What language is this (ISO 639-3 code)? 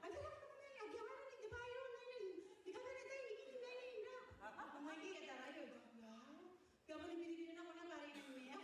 gil